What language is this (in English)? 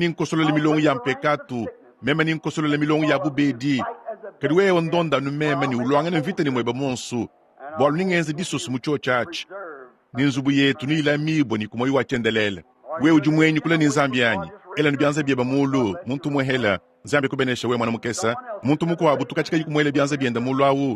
Luba-Lulua